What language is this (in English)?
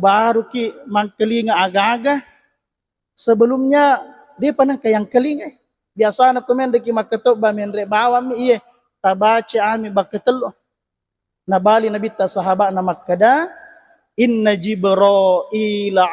Buginese